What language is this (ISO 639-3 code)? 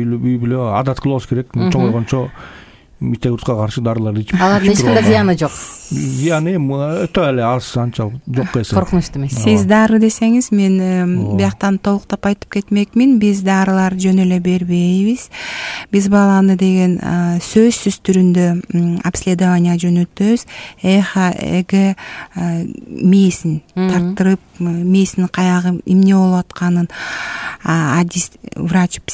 kir